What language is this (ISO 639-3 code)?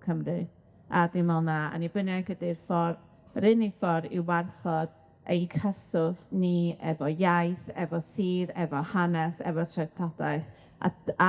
cym